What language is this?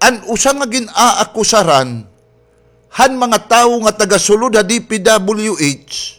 Waray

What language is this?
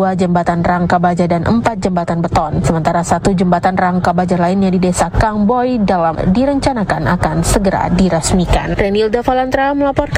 Indonesian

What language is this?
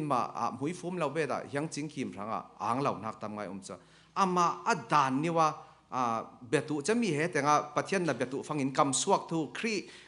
Falam Chin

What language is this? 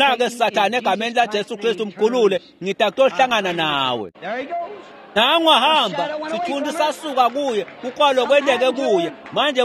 Swati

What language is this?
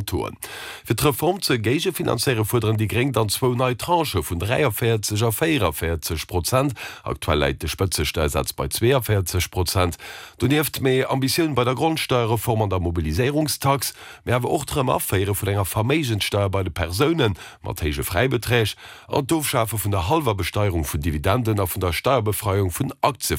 Luxembourgish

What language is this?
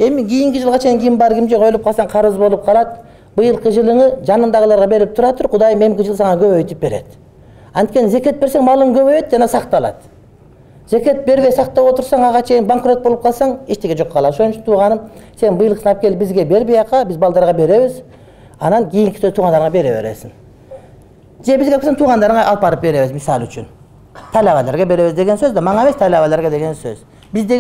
Kyrgyz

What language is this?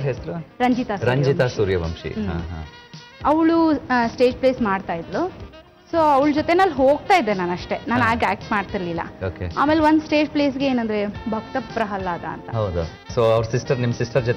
Kannada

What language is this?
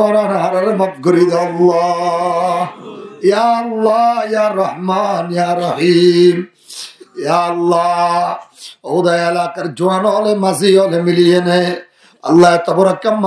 Rohingya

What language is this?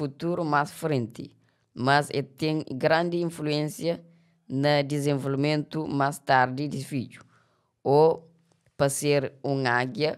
Kabuverdianu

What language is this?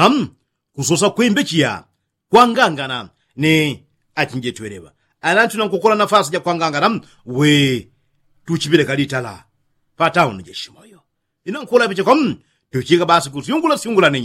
Yao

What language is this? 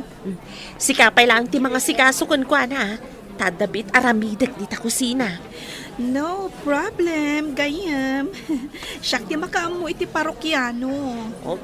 Iloko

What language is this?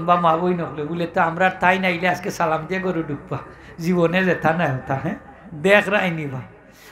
Sylheti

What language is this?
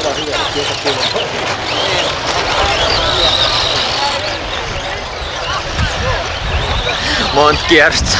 Finnish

